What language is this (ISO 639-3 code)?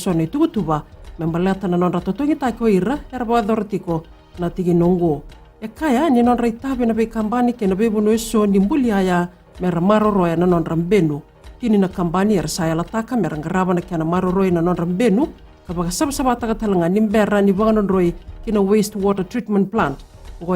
fij